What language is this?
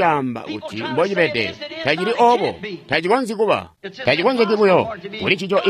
Tonga (Zambia)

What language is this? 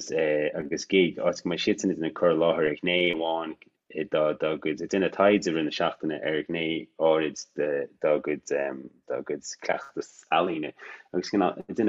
Irish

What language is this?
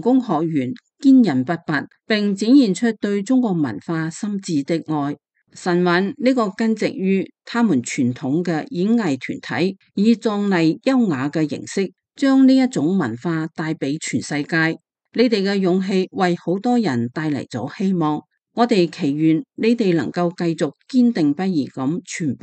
Cantonese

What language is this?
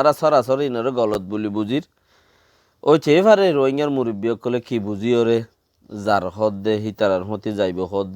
Rohingya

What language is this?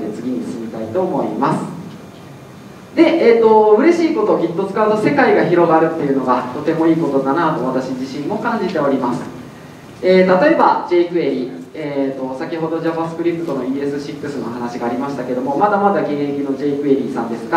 Japanese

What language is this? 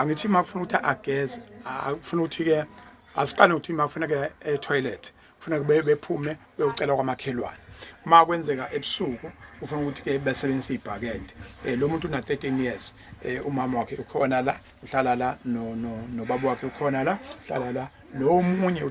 Zulu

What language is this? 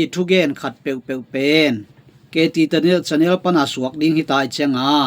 Tedim Chin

